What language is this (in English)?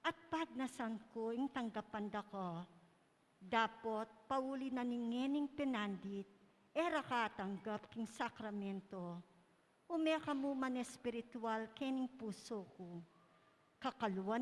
Pampanga